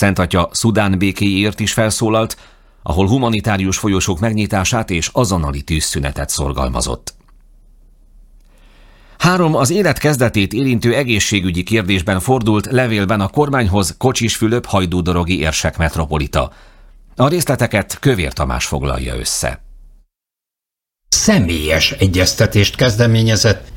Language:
Hungarian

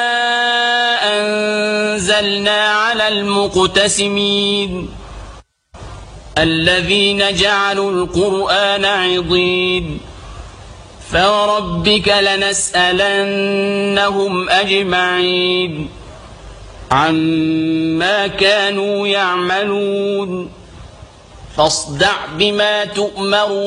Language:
Arabic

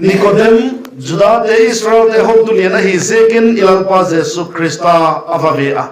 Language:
Vaiphei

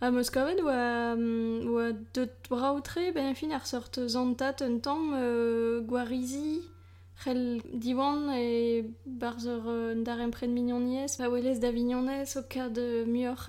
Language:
Breton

